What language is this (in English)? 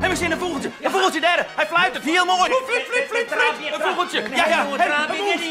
Western Frisian